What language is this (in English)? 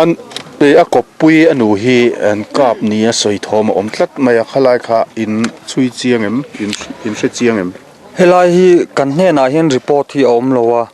Mizo